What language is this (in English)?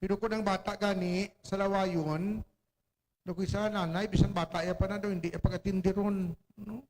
Hiligaynon